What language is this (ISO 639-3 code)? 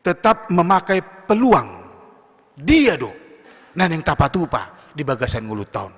bbc